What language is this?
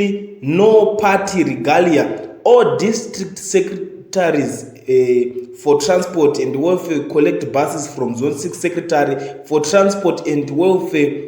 Shona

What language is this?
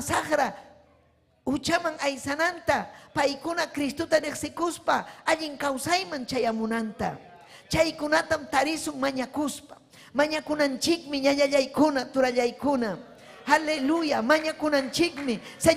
Ayacucho Quechua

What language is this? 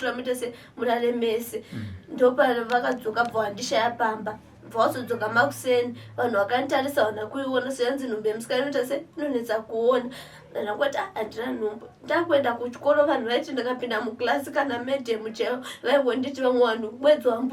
Shona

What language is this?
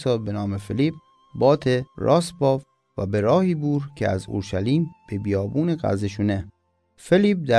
Mazanderani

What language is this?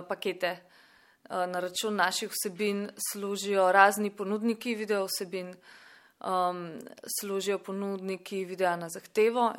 Slovenian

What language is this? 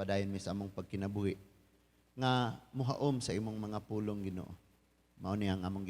Cebuano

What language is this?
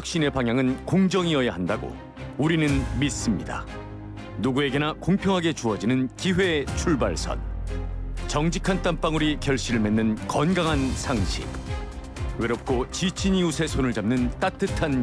Korean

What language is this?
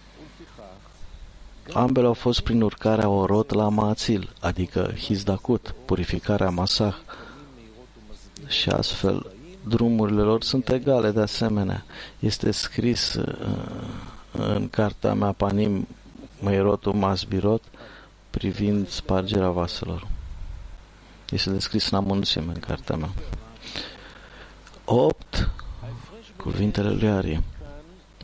Romanian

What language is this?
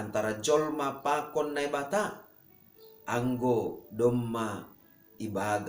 Batak Simalungun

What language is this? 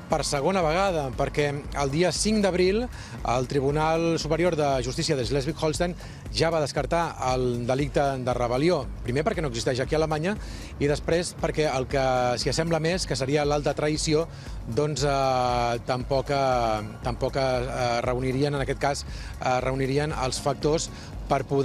Catalan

